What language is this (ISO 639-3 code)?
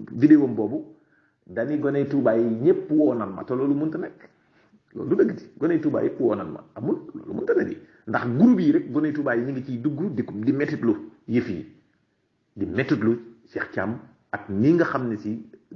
wol